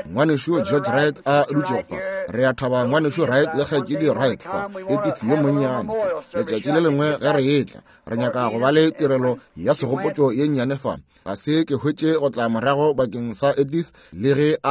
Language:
Northern Sotho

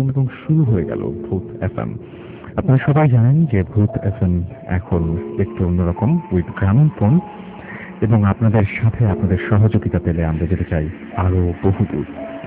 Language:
Bangla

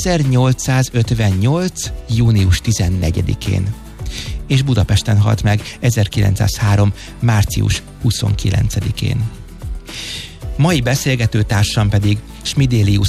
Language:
Hungarian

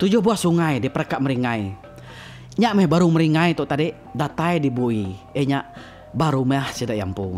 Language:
Iban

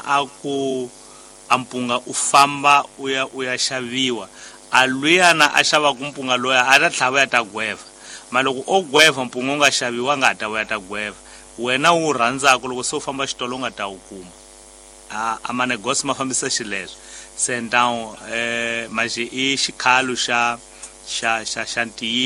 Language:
Tsonga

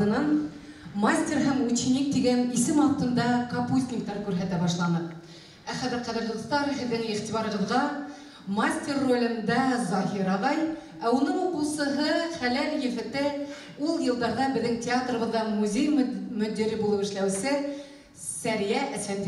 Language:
Bashkir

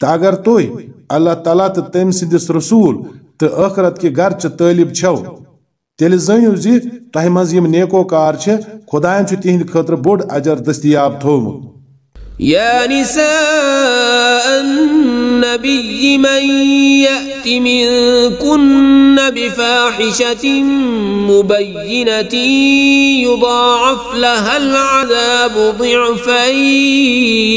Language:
Kashmiri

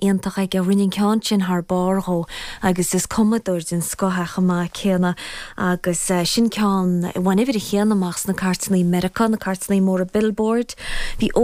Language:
Irish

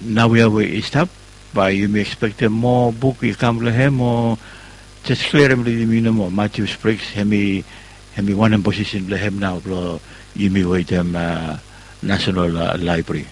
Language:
Bislama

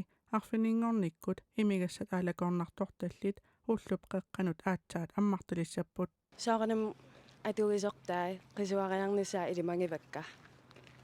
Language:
Kalaallisut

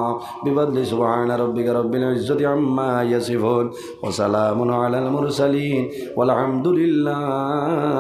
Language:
Sylheti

